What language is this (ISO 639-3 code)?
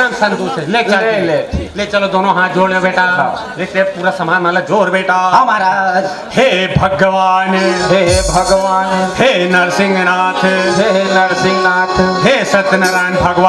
hne